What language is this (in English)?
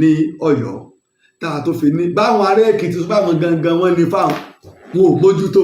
Yoruba